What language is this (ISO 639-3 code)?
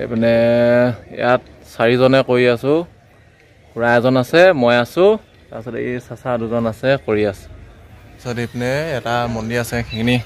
asm